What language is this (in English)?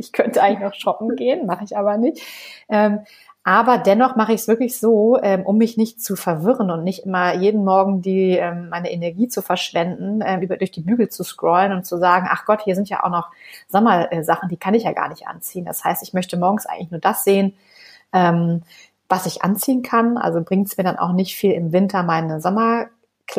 German